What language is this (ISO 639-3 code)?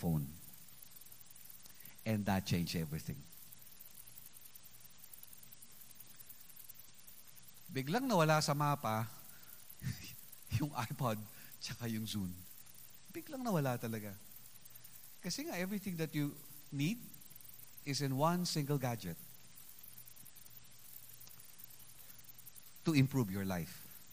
fil